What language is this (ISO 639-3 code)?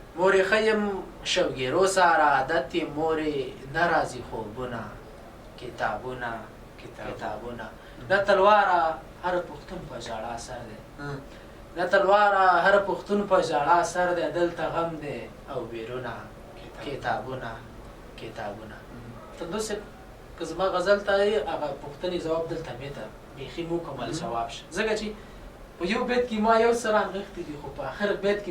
pus